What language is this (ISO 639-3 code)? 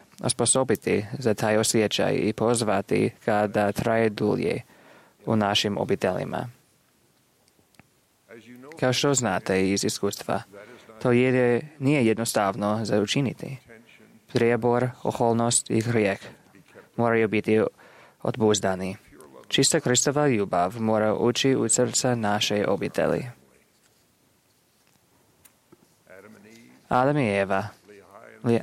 hrv